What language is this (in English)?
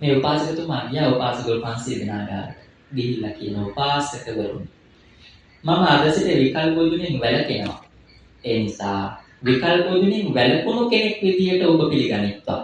Sinhala